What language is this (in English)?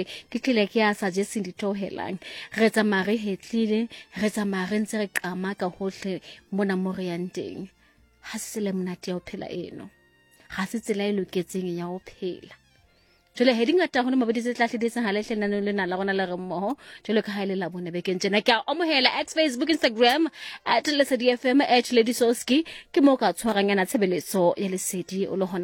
Southern Sotho